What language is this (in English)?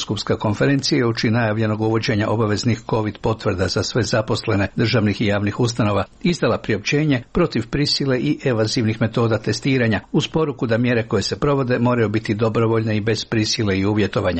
Croatian